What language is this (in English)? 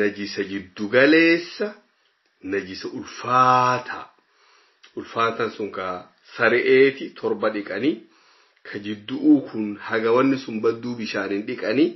Oromo